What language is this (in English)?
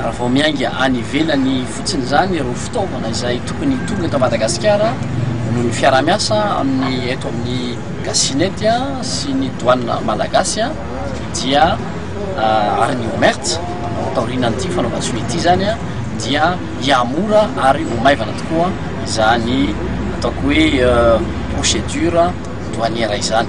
Malagasy